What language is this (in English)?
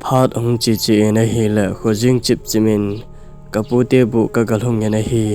Thado Chin